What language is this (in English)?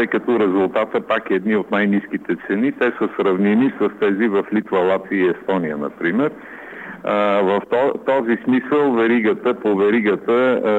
Bulgarian